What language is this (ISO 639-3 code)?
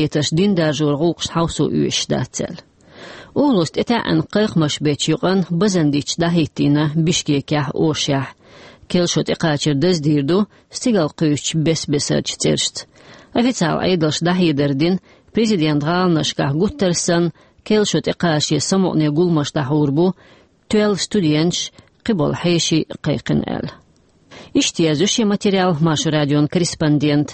che